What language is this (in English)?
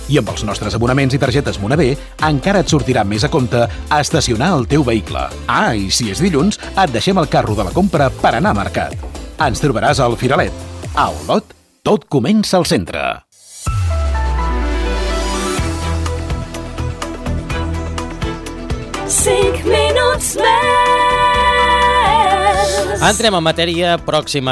Catalan